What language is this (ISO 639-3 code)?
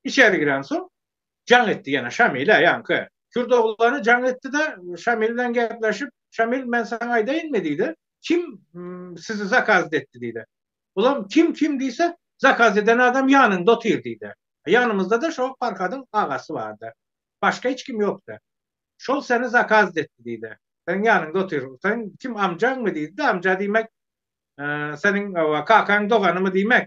tuk